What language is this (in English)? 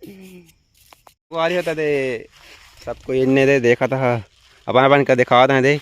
Chhattisgarhi